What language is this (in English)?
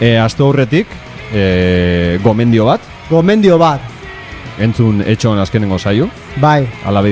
Basque